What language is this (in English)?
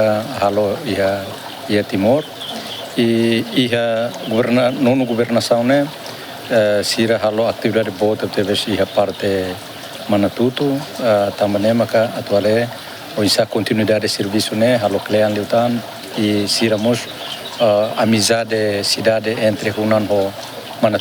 Tetum